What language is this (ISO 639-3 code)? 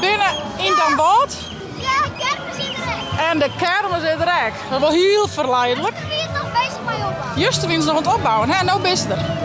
fry